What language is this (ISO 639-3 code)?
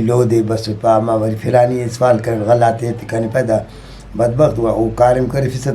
brh